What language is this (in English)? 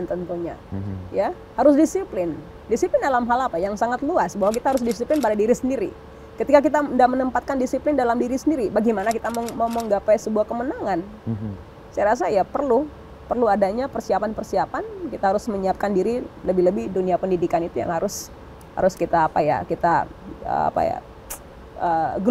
Indonesian